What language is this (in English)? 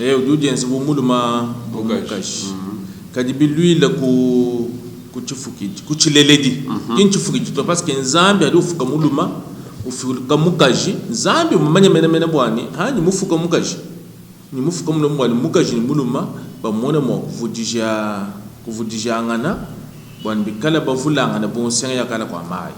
Luba-Lulua